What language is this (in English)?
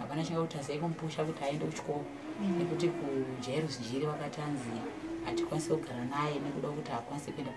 Shona